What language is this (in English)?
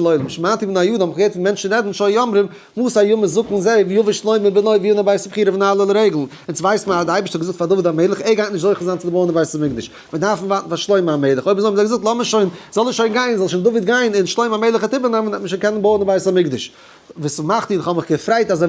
Yiddish